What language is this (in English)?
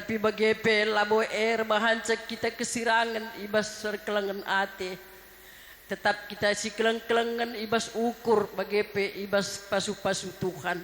Batak Karo